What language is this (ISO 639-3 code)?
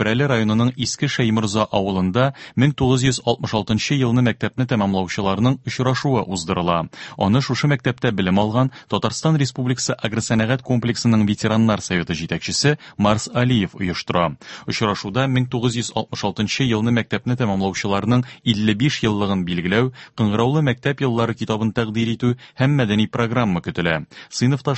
tat